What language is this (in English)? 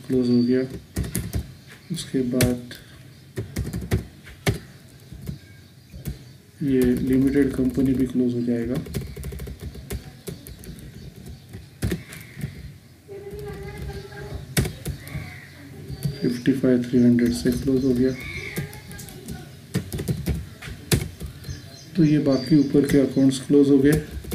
Hindi